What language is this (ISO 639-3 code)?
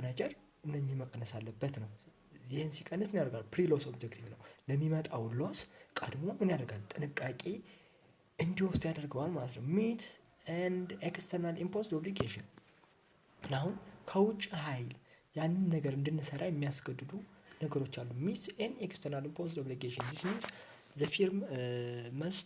amh